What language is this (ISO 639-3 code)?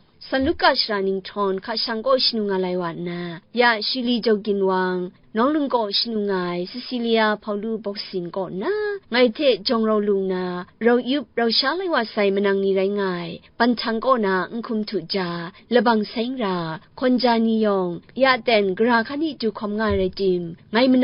kac